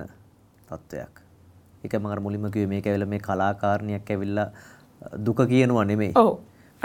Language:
Sinhala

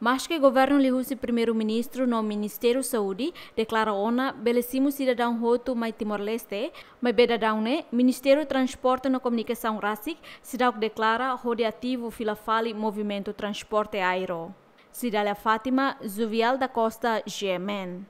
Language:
Tetum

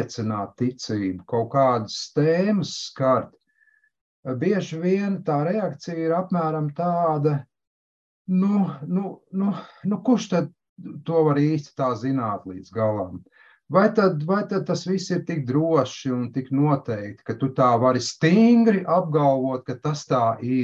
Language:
Latvian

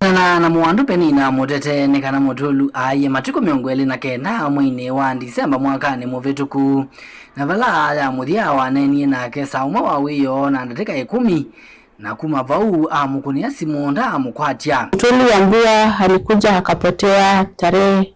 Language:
Kamba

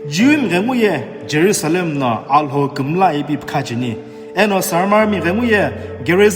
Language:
Sumi Naga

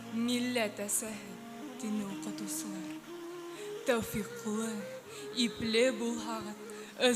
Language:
Bashkir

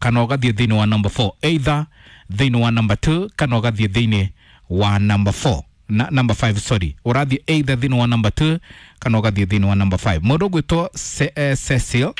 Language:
Kikuyu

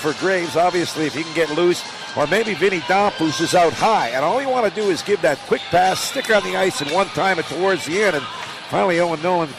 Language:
English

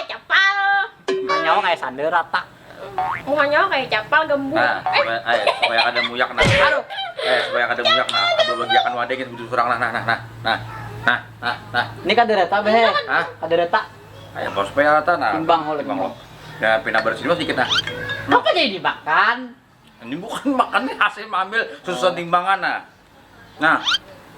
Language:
Banjar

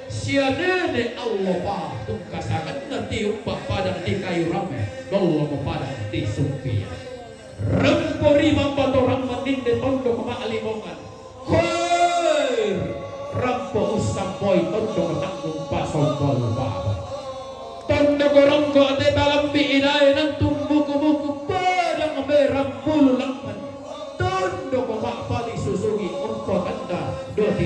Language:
Toraja-Sa'dan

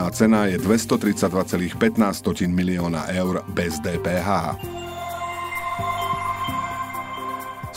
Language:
Slovak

